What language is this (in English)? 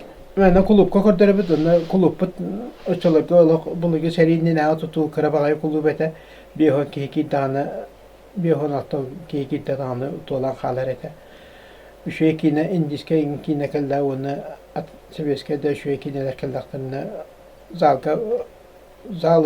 Yakut